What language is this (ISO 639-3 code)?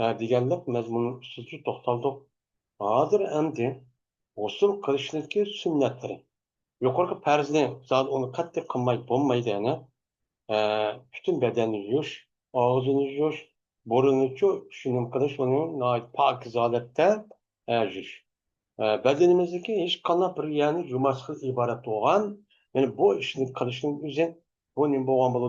uig